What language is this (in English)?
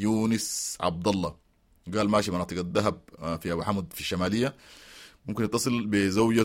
Sudanese Arabic